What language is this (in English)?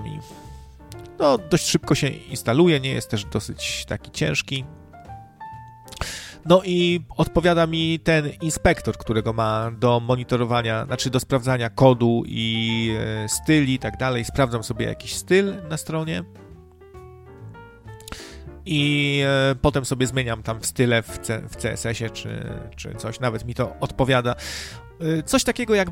Polish